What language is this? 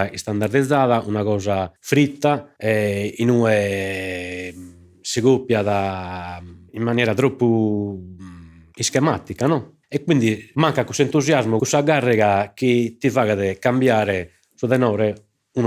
Sardinian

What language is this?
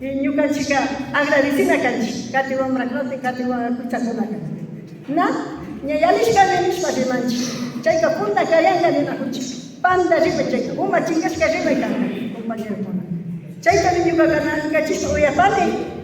Imbabura Highland Quichua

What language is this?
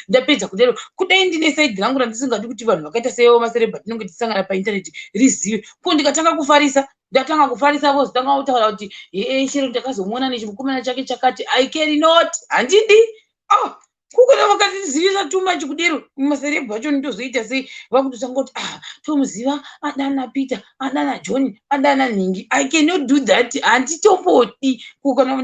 Shona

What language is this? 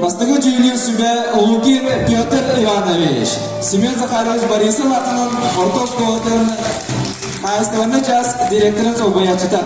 Yakut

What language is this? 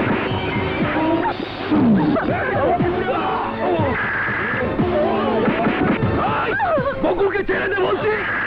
Bangla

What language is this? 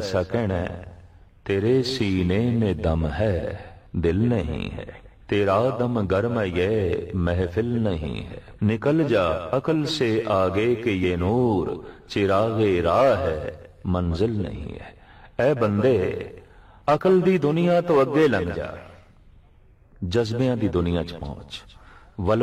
Punjabi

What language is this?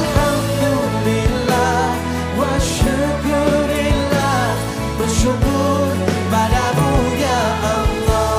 Banjar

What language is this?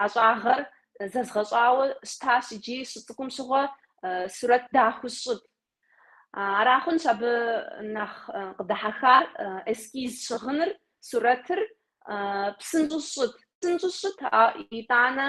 Kabardian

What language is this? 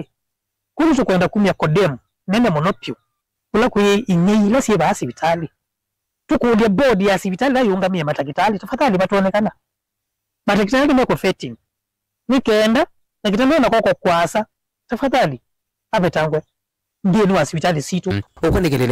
Kamba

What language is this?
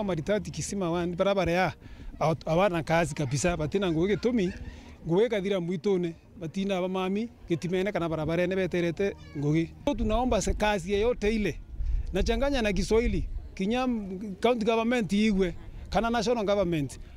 Meru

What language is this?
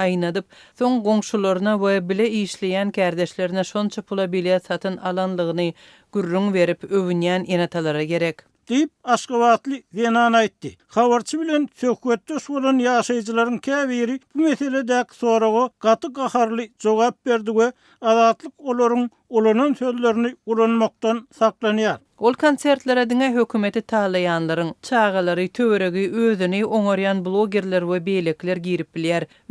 Turkmen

